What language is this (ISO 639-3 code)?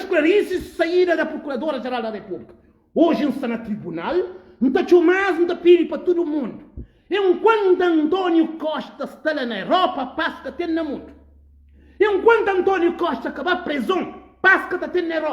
kea